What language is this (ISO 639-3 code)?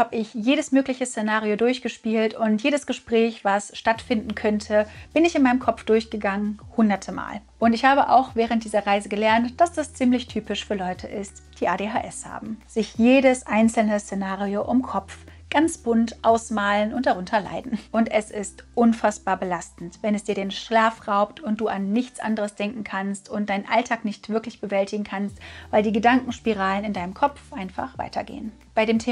deu